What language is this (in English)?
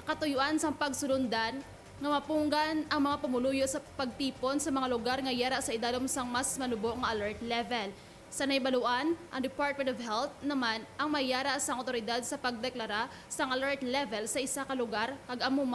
Hiligaynon